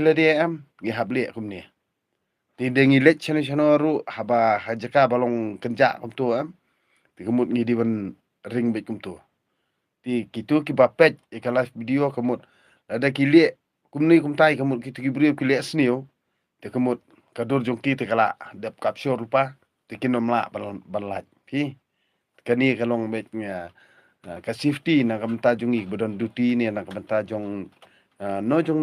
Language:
Khasi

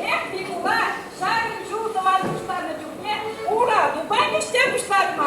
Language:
Chuvash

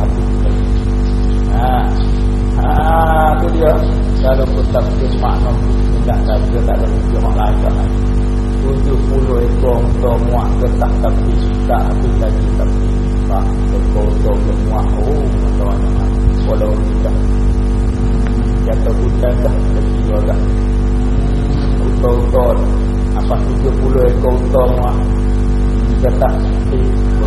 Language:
Malay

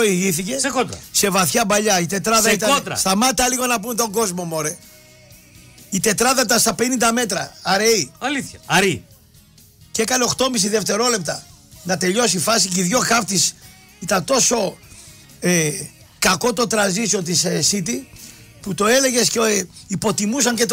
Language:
Greek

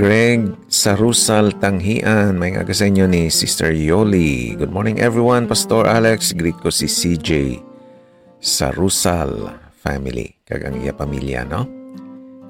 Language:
Hiligaynon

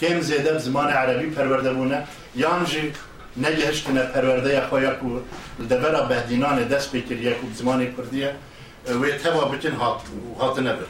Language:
Kurdish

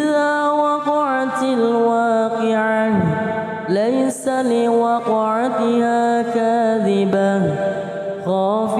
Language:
Arabic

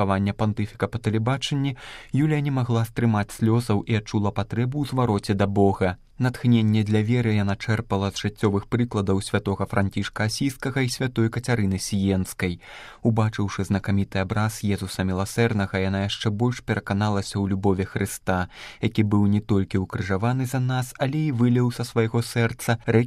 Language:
Belarusian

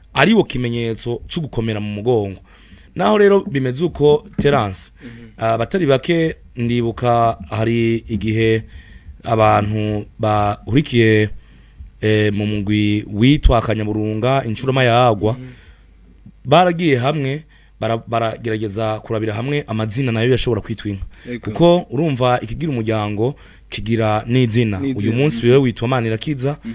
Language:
Rundi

